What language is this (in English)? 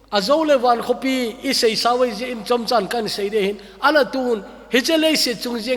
Thado Chin